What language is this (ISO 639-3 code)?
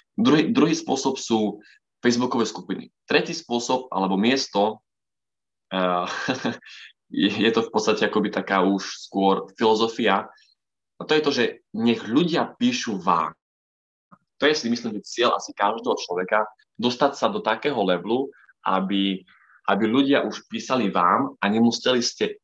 slk